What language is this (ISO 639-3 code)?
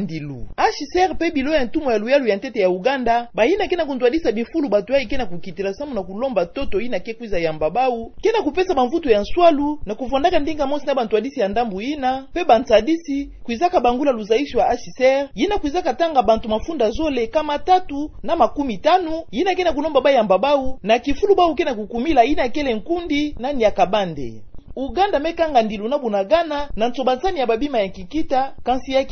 ktu